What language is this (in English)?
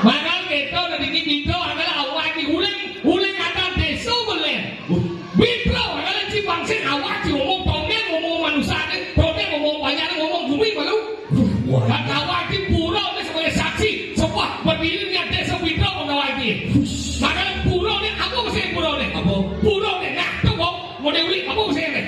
Balinese